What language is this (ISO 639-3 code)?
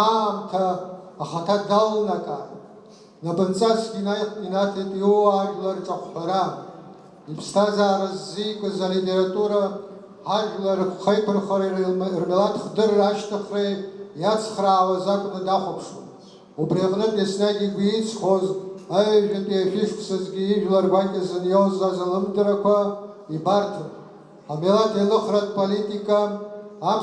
abk